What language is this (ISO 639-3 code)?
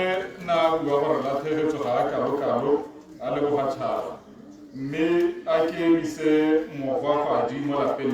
tsn